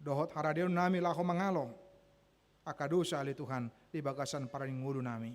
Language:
Batak Toba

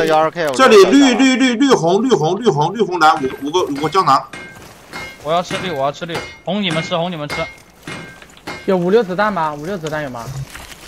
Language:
Chinese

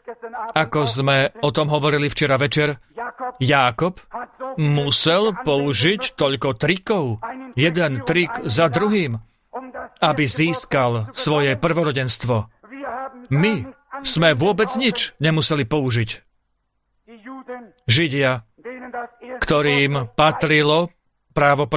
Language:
Slovak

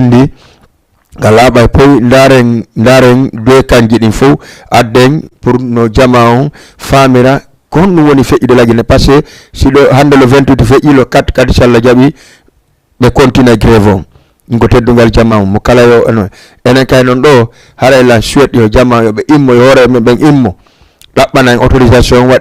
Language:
Fula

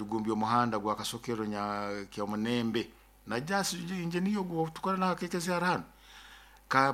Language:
Nyoro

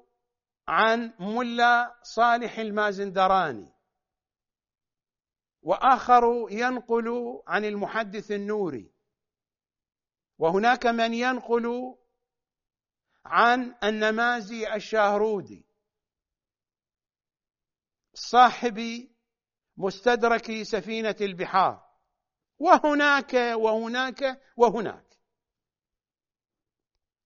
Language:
Arabic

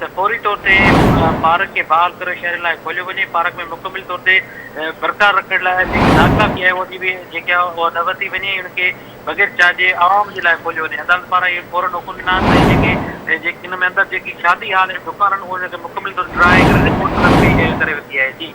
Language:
Sindhi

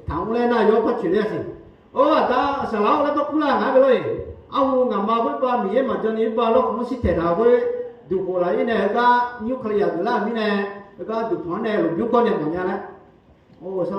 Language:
Akha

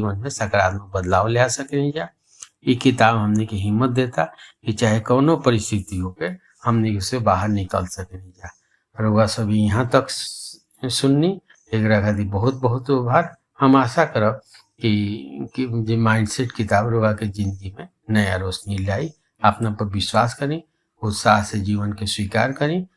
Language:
Bhojpuri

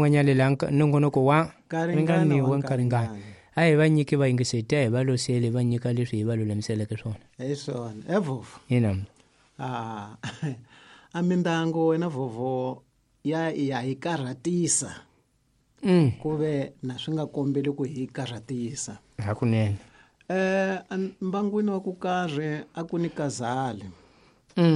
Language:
Tsonga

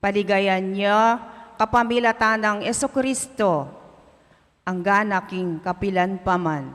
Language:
Pampanga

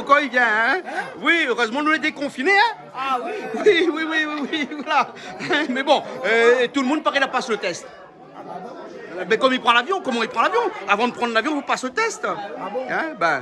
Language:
Réunion Creole French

